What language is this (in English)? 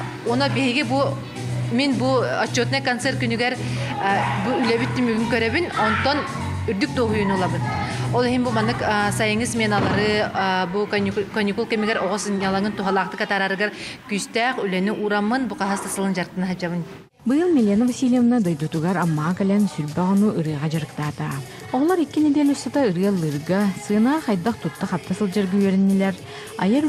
Yakut